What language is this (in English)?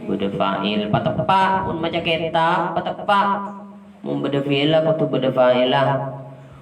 Madurese